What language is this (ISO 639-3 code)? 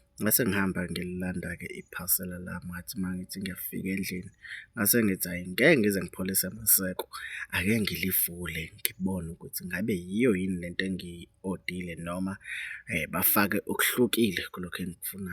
zul